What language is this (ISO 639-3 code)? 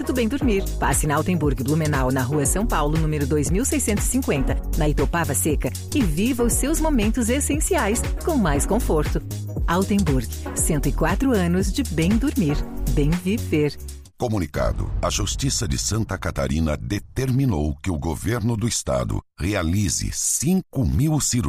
por